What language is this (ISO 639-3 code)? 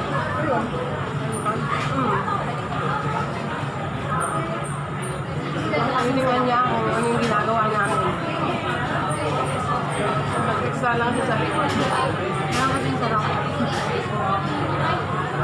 fil